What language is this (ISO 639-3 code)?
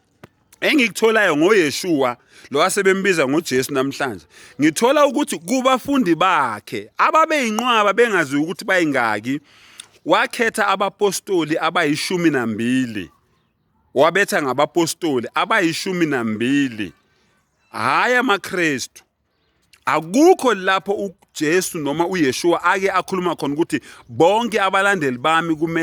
zul